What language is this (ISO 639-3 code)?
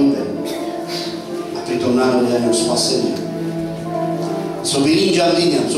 slk